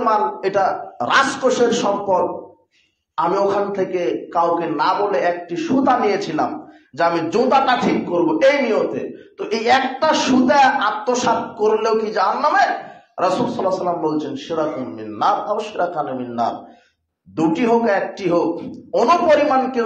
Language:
Bangla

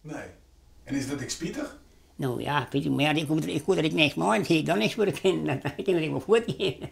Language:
Western Frisian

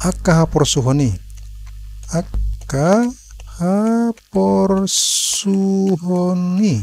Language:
Batak Toba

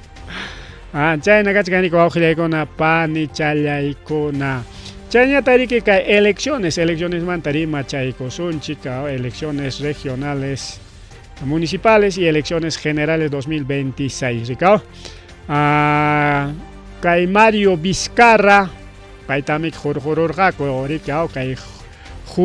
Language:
Ayacucho Quechua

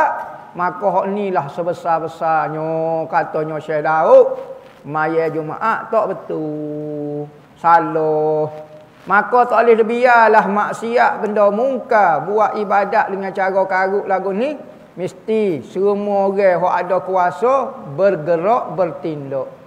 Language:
Malay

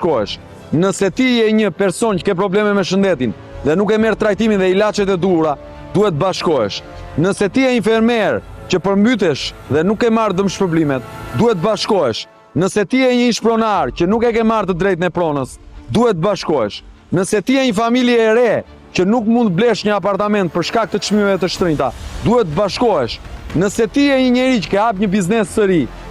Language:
Albanian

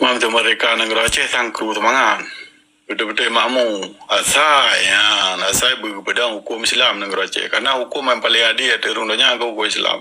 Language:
Achinese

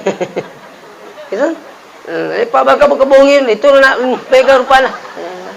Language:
Buginese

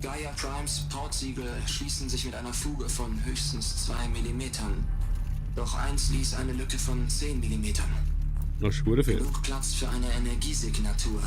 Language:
Swiss German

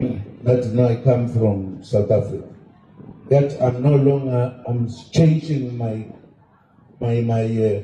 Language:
Zulu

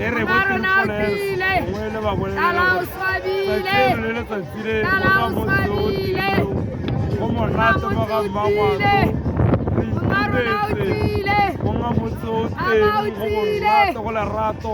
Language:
Tswana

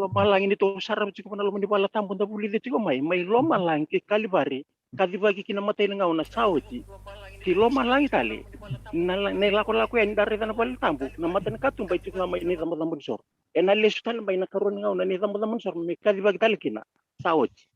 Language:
Fijian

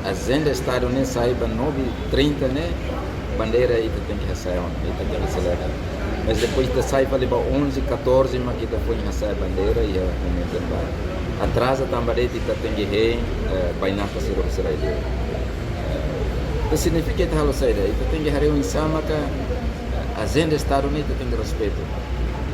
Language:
Tetum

